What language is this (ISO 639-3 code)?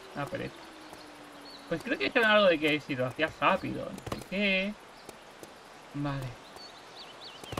spa